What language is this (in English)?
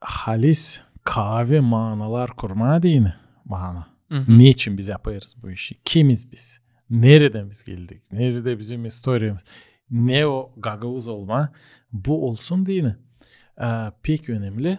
Gagauz